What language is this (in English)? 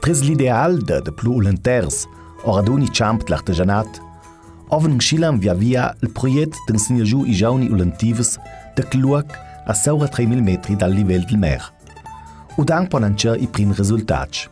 Ladin